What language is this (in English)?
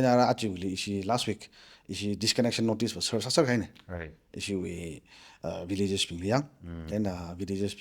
Tangkhul Naga (India)